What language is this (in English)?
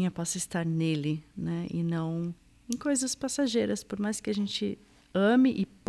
Portuguese